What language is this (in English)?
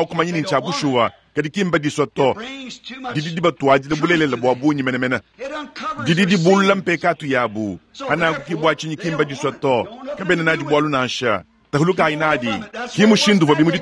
Luba-Lulua